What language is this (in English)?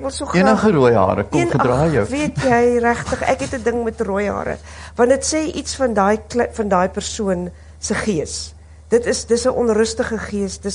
Afrikaans